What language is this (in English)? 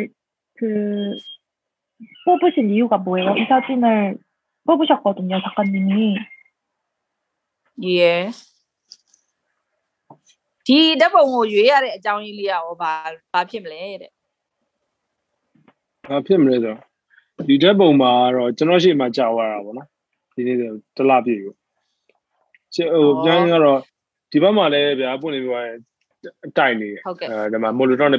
Burmese